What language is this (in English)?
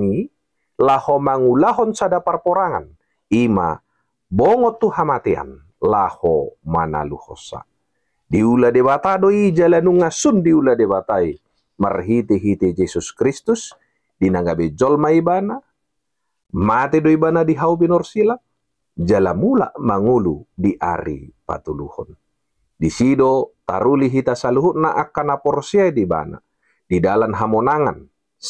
Batak Toba